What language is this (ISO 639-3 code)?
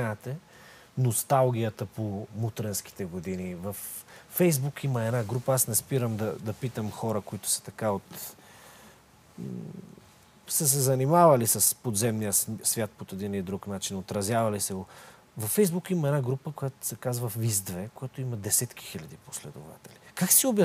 bul